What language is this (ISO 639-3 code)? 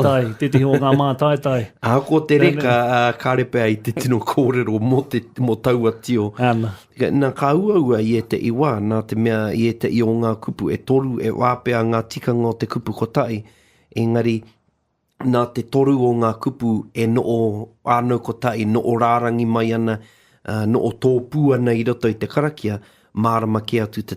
mri